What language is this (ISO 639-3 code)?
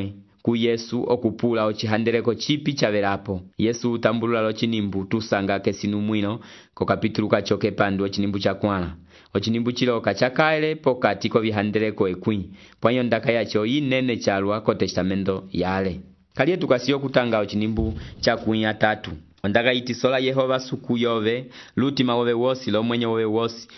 umb